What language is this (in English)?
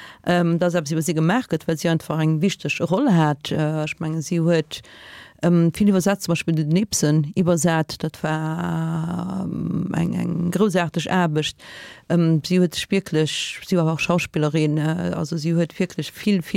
Luxembourgish